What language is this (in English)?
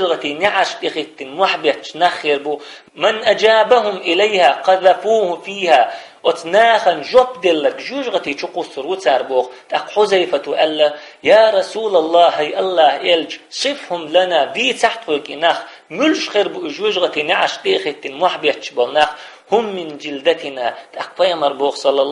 Chechen